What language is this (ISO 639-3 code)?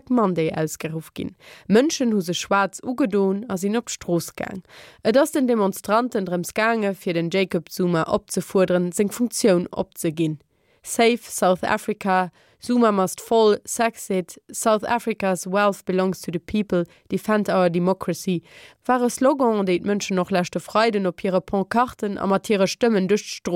ltz